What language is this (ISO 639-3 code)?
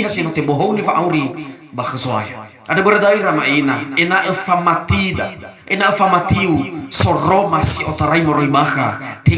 nia